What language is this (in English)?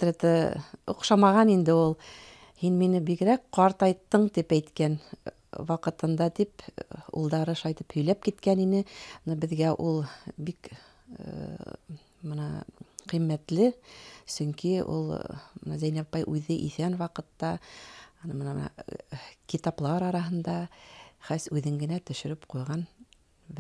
Bashkir